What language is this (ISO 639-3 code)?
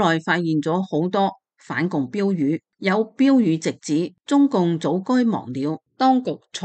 yue